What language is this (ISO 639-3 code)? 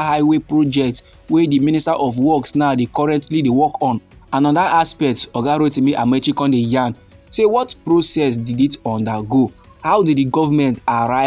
pcm